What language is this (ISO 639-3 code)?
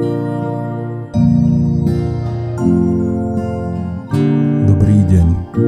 slk